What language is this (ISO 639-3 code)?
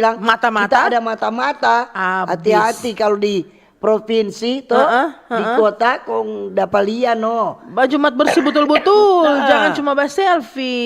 xmm